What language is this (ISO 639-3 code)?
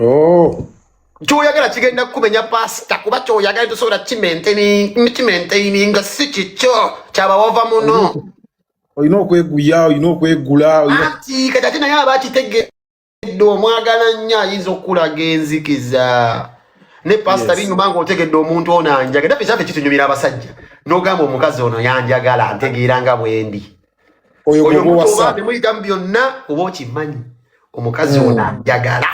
lug